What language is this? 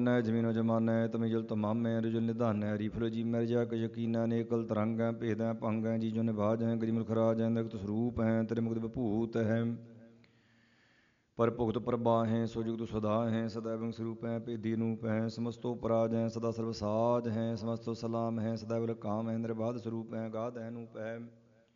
Punjabi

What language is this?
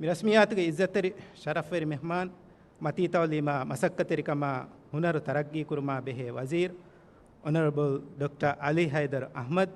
Divehi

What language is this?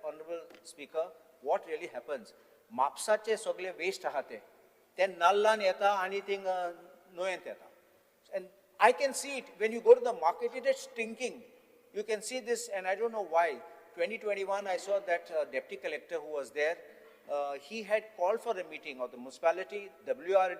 Konkani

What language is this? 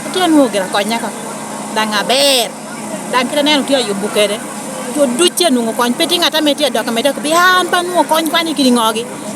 Lango (Uganda)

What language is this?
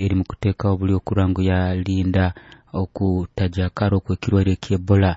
Nyoro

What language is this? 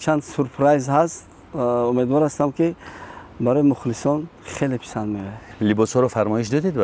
Tajik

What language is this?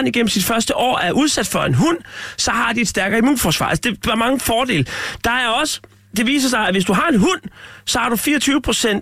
Danish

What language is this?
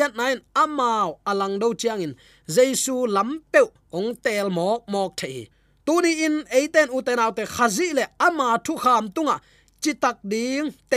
Tedim Chin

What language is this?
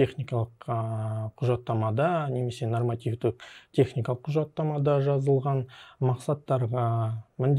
Kazakh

